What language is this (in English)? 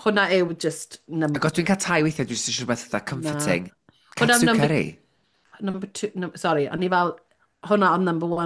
Welsh